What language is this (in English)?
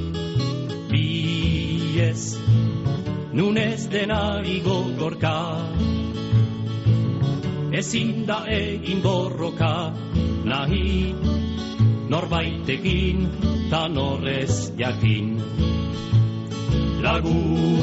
Basque